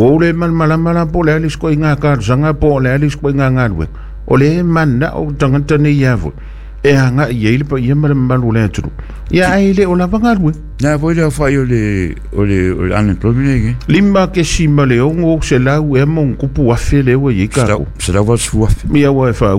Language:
Samoan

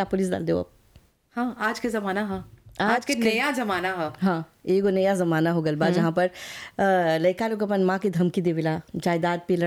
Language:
Bhojpuri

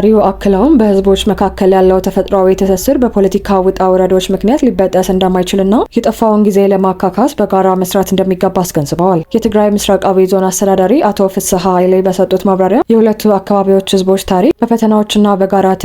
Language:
Amharic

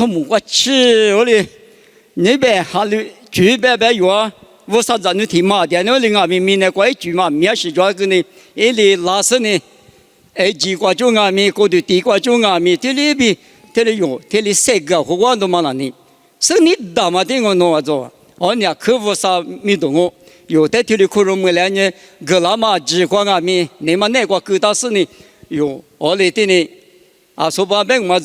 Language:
Lisu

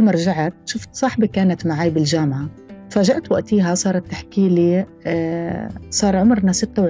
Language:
North Levantine Arabic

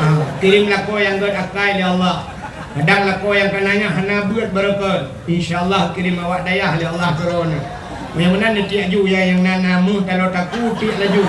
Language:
Achinese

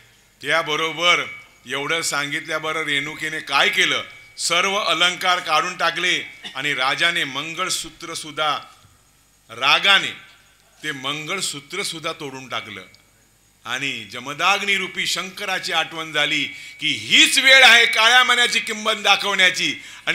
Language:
Marathi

